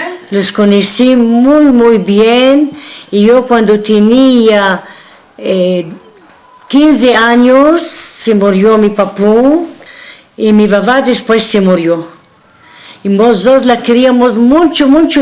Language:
Ladino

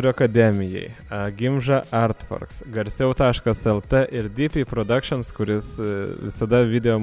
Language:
Lithuanian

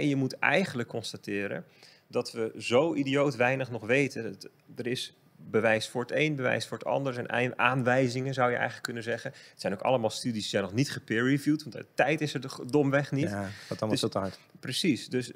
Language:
Dutch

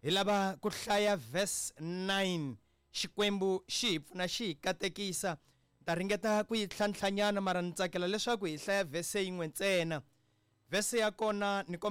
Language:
Tsonga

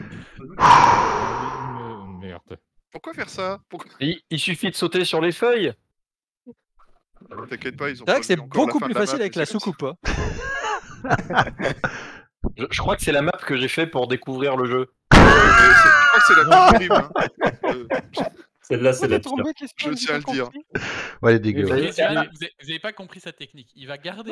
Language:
French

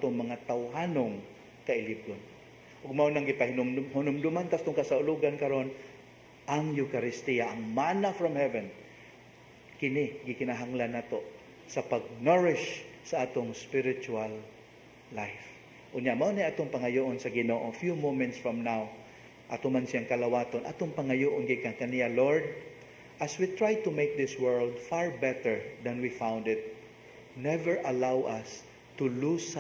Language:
Cebuano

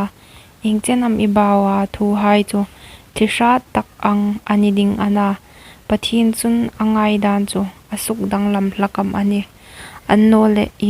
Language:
Hmar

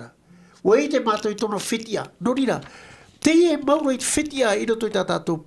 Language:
Tahitian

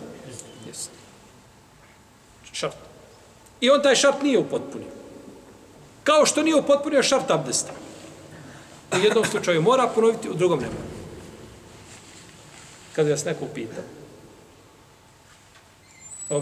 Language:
Bosnian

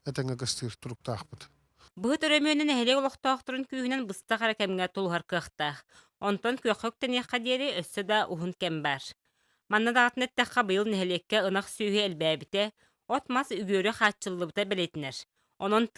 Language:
Yakut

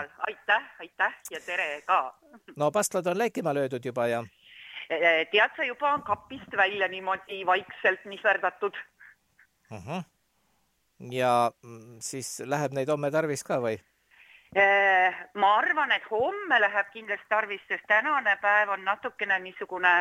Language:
Estonian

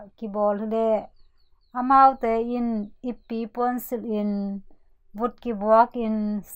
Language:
Tedim Chin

